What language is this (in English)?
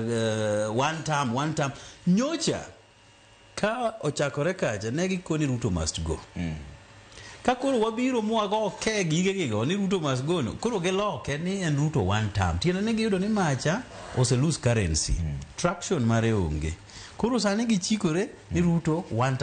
Luo (Kenya and Tanzania)